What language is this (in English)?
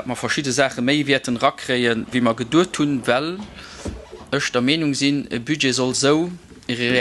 Luxembourgish